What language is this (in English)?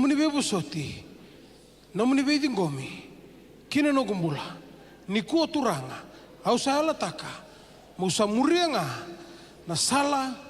Fijian